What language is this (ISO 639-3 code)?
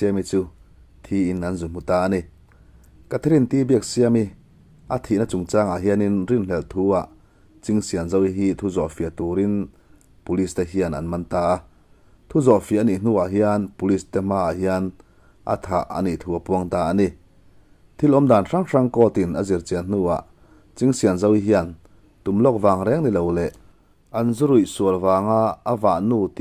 lus